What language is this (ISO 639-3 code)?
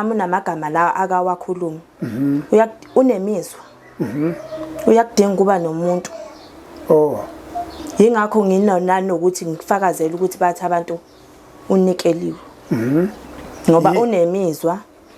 zul